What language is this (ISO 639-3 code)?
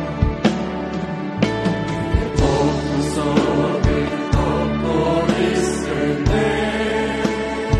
kor